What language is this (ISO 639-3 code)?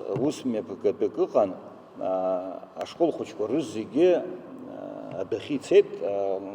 abk